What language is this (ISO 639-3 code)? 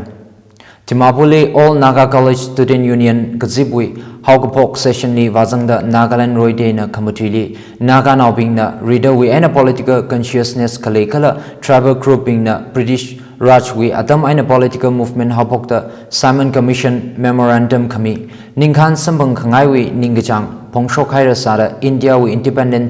nmf